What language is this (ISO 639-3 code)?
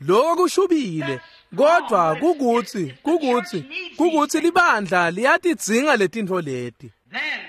ssw